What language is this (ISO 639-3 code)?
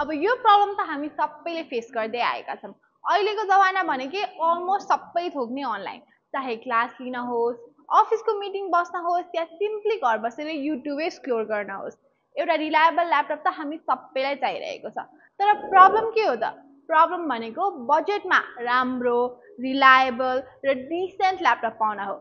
nep